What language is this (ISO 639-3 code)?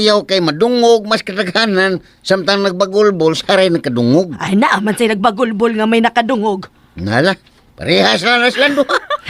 ceb